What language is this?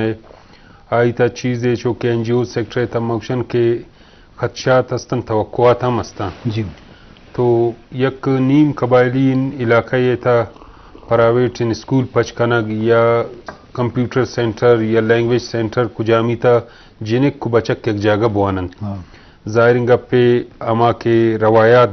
Eastern Balochi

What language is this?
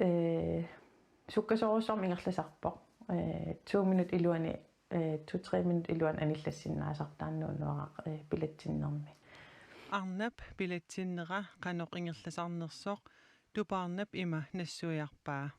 Kalaallisut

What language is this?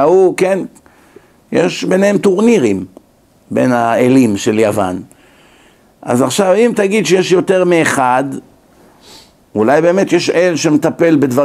Hebrew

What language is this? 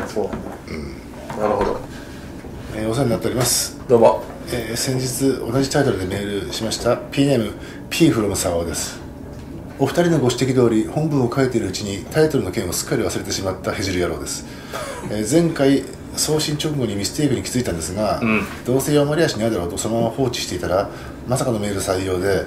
Japanese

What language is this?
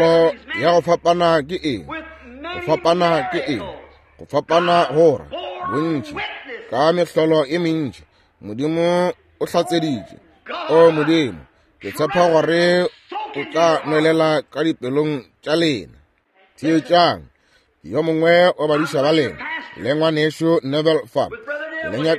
Northern Sotho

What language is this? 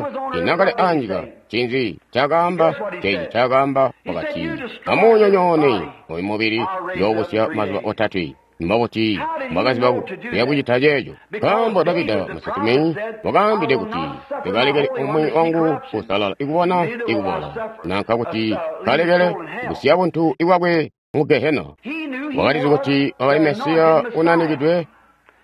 Tonga (Zambia)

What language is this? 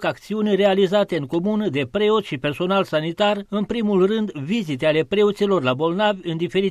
Romanian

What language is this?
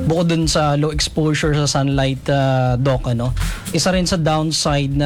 Filipino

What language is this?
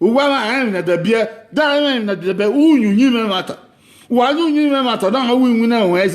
Bini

